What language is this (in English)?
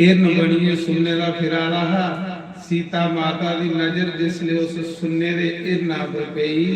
Dogri